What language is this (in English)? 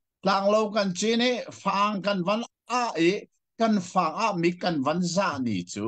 Hakha Chin